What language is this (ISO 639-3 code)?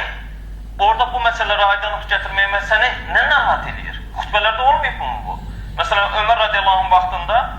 aze